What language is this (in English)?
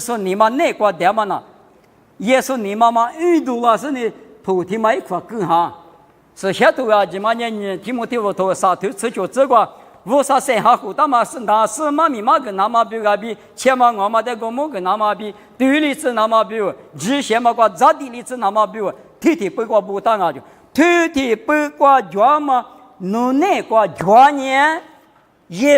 Lisu